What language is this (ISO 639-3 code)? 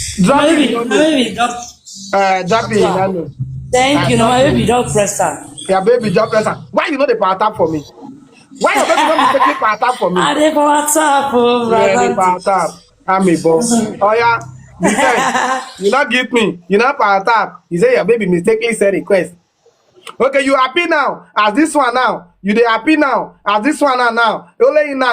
pcm